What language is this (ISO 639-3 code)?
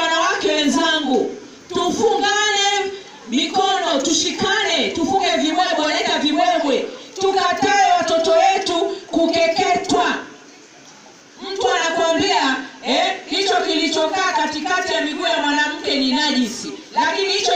swa